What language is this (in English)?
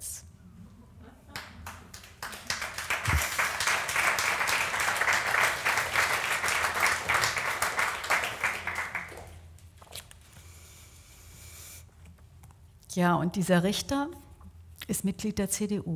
German